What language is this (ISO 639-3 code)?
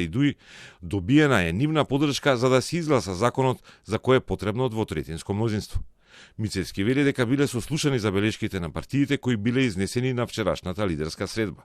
mkd